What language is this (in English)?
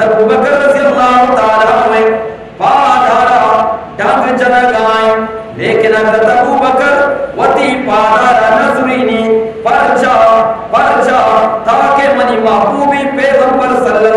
Eastern Balochi